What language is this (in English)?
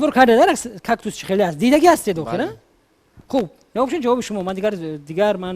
Tajik